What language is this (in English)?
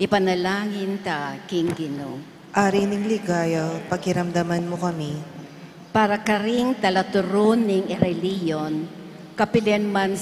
Pampanga